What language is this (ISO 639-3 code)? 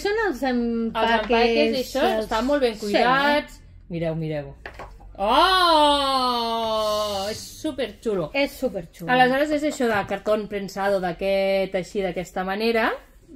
cat